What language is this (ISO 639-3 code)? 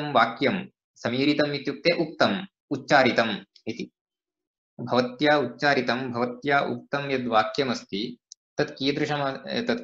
san